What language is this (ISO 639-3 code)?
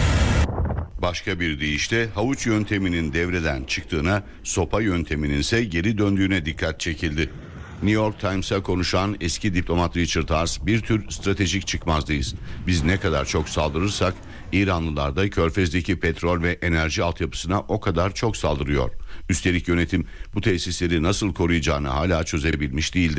tur